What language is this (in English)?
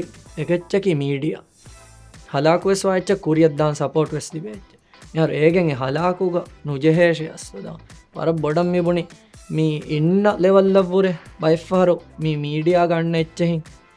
Divehi